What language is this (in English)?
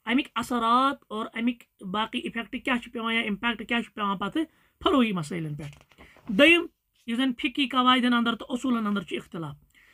Kashmiri